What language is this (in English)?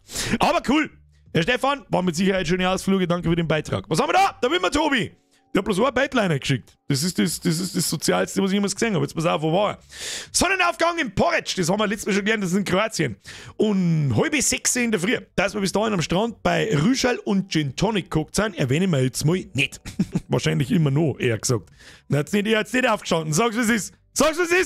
Bavarian